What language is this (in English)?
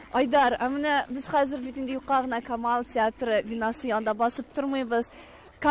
Tatar